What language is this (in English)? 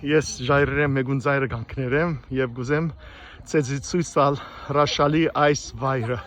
Western Armenian